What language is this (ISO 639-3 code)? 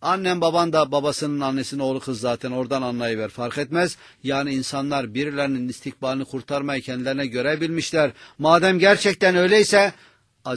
tur